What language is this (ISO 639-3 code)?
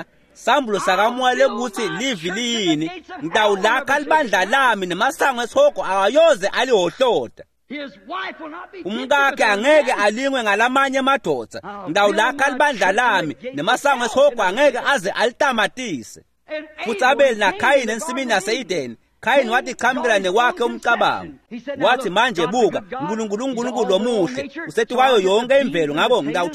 ssw